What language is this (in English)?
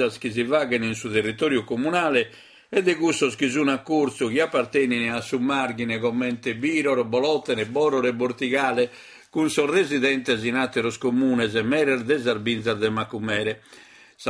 Sardinian